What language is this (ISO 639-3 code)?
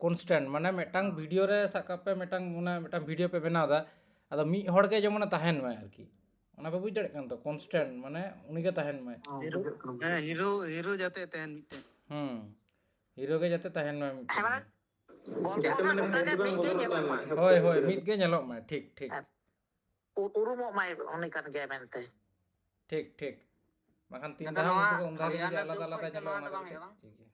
sat